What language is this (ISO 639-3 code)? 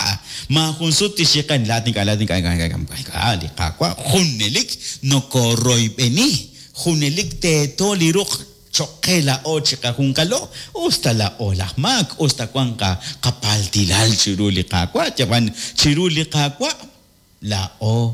kek